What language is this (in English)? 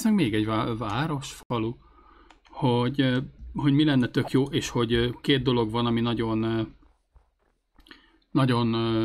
Hungarian